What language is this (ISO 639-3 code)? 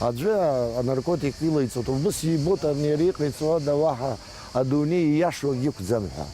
abk